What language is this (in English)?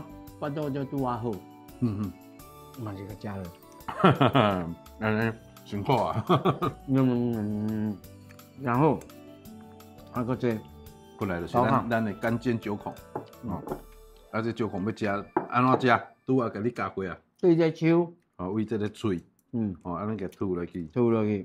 Min Nan Chinese